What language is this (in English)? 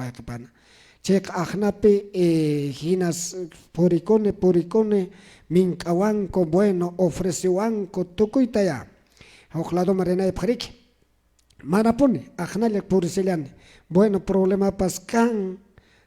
Quechua